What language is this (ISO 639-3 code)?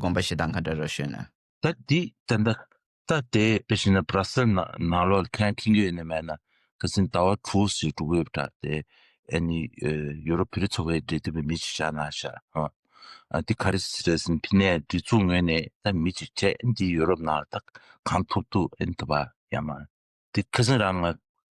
bod